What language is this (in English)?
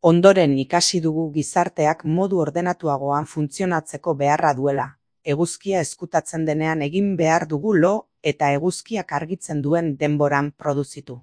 Basque